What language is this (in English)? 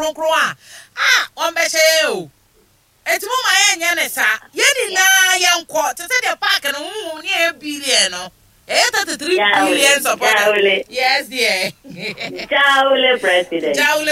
Akan